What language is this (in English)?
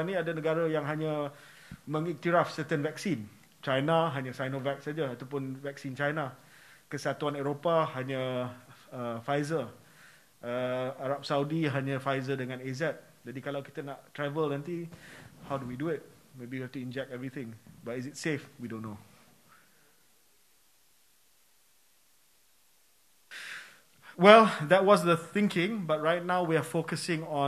Malay